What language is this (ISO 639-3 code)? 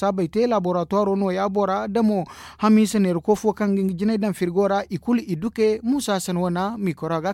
dje